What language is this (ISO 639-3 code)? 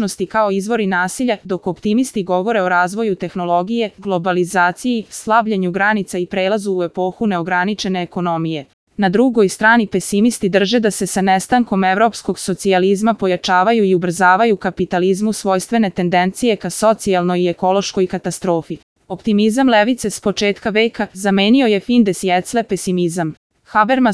srp